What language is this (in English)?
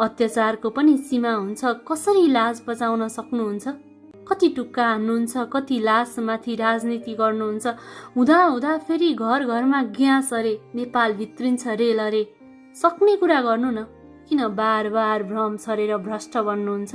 Nepali